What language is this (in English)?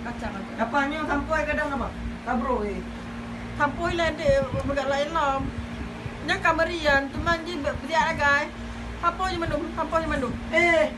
Achinese